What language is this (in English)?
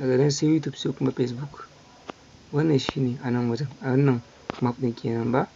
Hausa